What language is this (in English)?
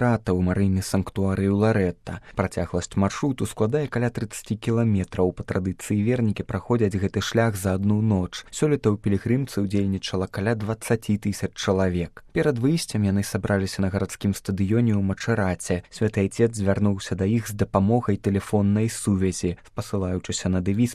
Belarusian